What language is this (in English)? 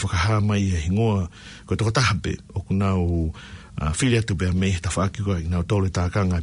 Tongan